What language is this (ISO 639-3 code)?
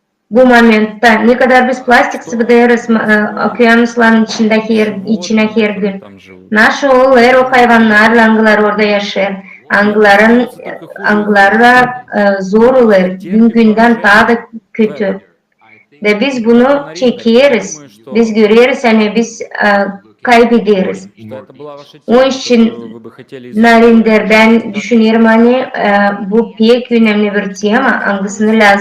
gag